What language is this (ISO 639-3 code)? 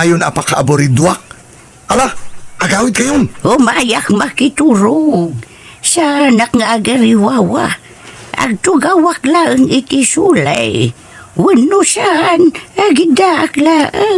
ilo